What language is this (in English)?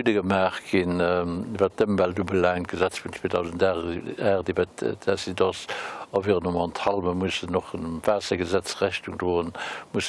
Luxembourgish